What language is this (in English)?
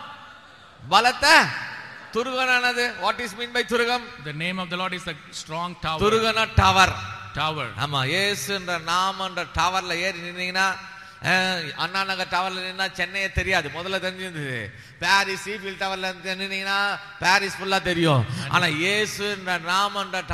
Tamil